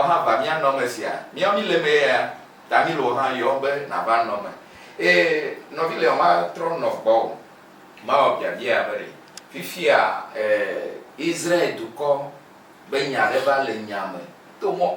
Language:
Ewe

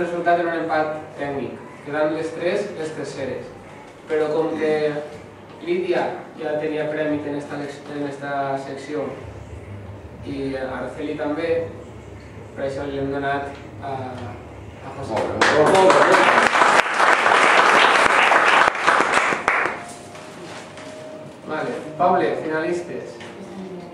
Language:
Catalan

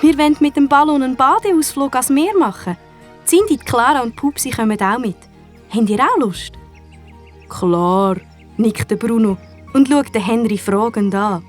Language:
Swiss German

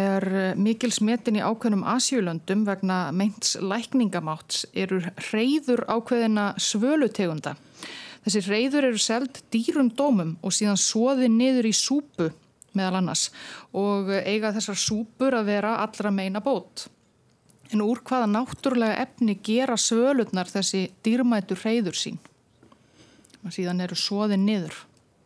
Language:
Icelandic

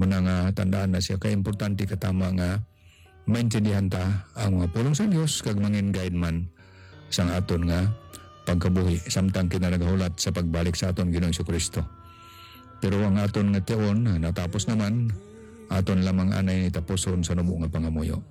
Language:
Hiligaynon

